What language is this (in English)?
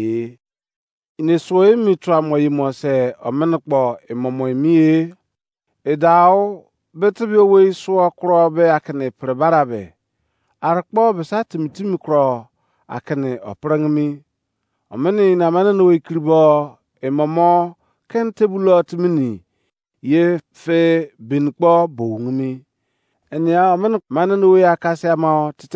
Izon